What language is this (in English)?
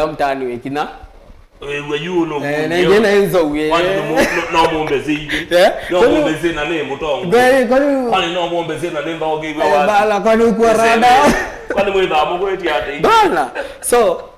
Kamba